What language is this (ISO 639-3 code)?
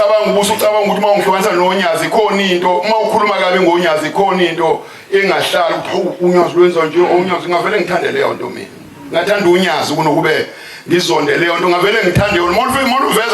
zul